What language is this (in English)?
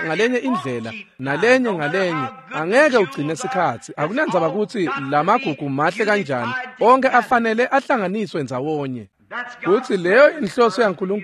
Swati